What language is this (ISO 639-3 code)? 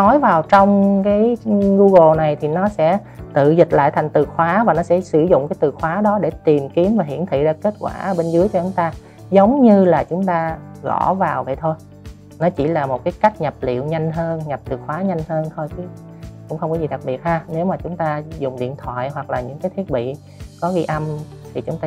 vie